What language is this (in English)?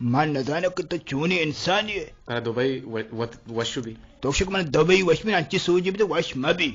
Eastern Balochi